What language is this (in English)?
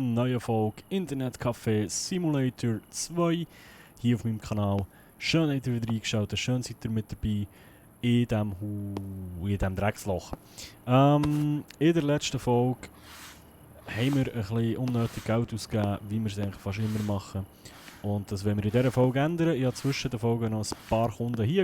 Swiss German